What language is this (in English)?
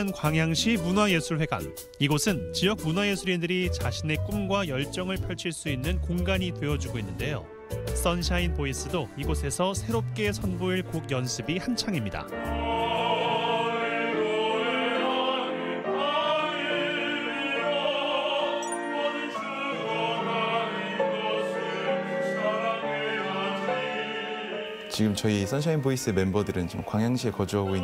Korean